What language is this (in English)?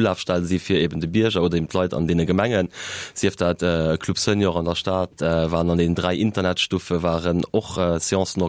Luxembourgish